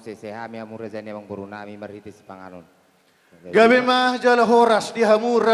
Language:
Batak Toba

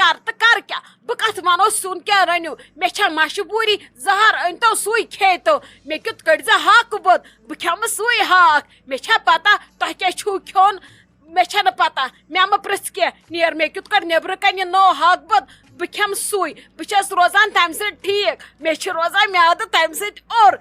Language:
Kashmiri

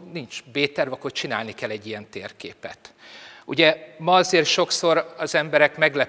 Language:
Hungarian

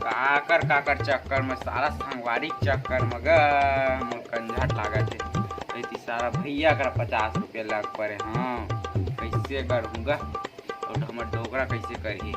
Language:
Chhattisgarhi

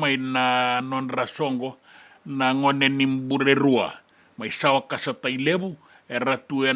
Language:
Fijian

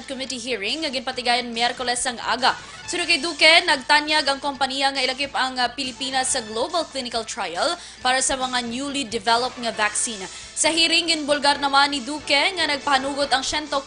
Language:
Hiligaynon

